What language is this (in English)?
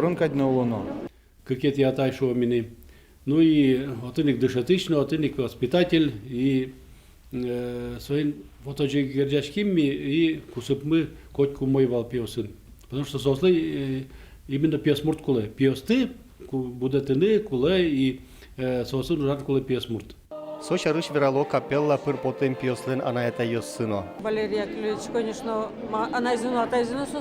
Udmurt